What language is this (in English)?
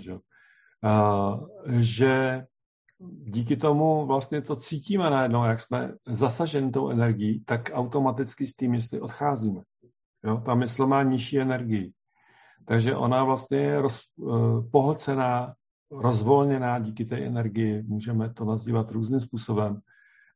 Czech